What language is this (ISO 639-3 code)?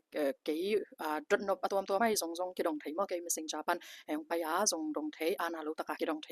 ctd